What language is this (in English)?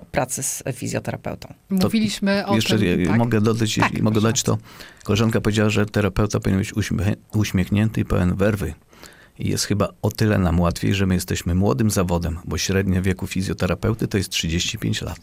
Polish